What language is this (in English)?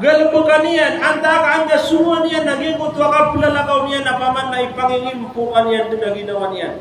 Maranao